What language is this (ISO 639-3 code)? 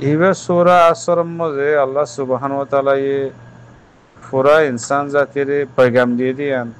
rhg